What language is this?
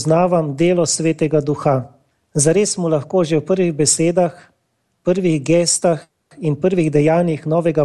Slovenian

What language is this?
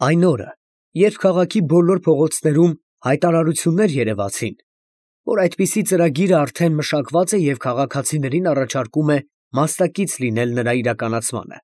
Armenian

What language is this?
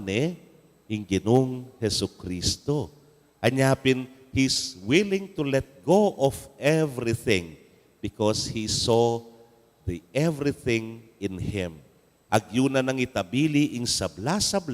Pampanga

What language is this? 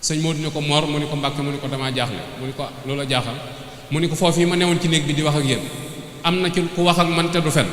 Wolof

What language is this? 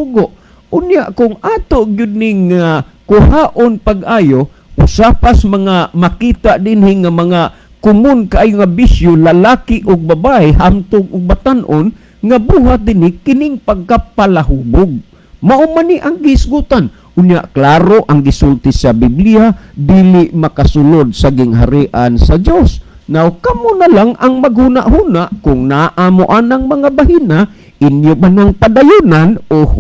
Cebuano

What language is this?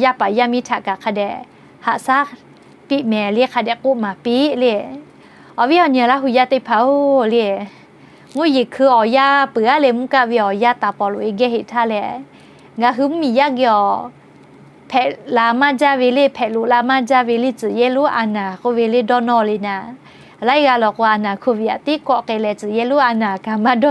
Lahu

